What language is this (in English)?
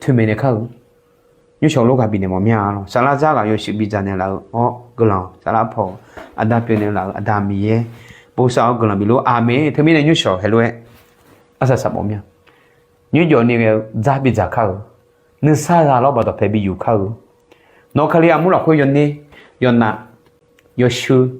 Akha